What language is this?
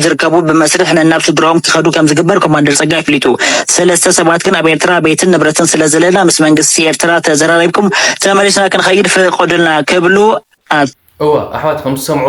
Tigrinya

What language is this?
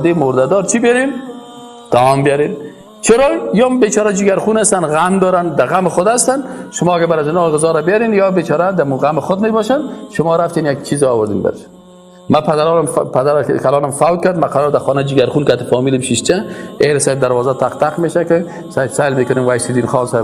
Persian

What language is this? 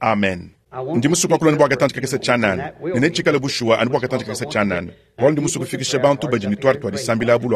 Luba-Lulua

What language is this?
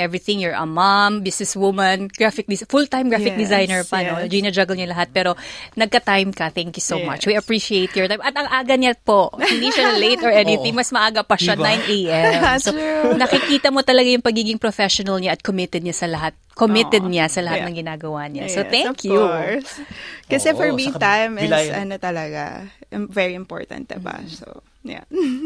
Filipino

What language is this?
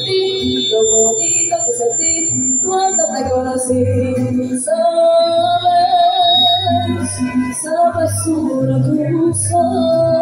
Spanish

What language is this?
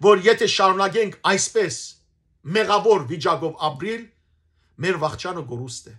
Western Armenian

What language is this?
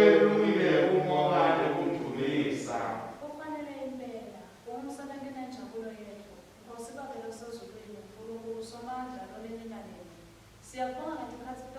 Swati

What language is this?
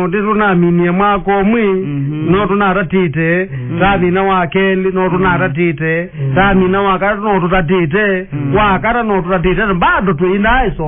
Kamba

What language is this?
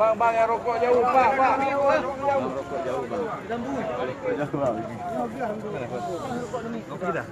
Achinese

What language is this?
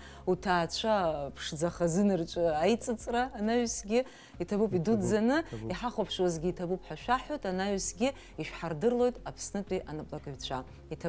Abkhazian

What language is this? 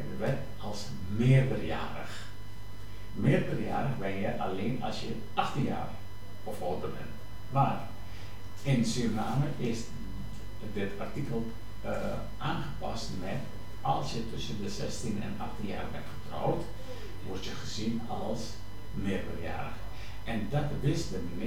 Dutch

